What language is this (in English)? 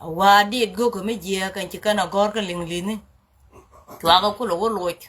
Nuer